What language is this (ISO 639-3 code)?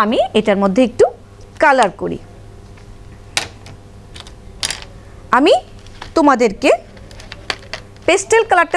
ben